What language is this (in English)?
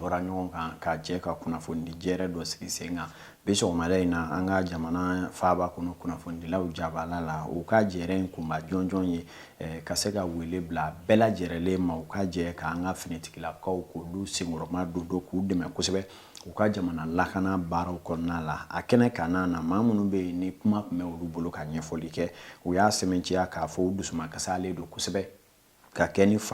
Bambara